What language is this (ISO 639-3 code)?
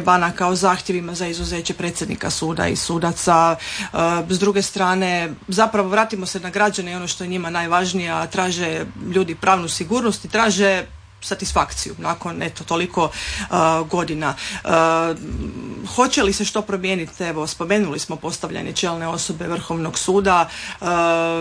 hrv